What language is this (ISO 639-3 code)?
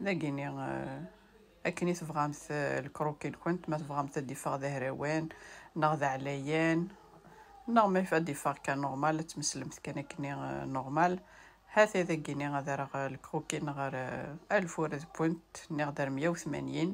kab